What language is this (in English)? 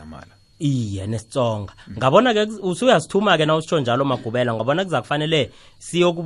South Ndebele